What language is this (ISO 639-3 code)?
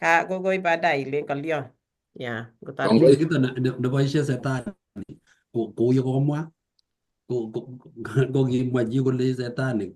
kln